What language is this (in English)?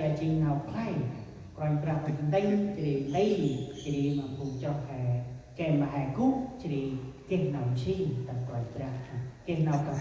Central Mnong